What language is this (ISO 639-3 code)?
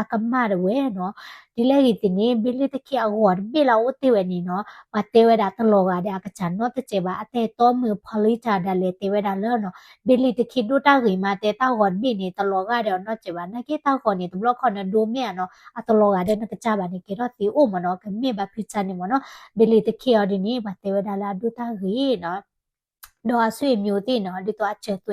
ksw